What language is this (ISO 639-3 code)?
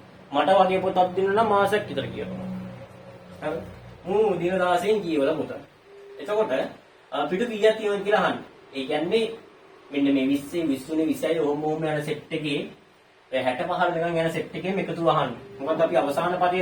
sin